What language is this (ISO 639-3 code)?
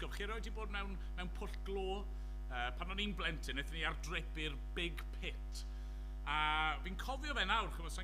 cym